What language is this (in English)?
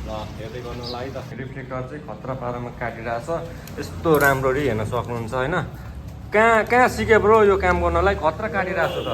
Nepali